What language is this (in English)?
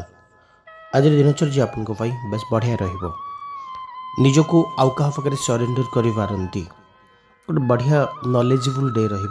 Odia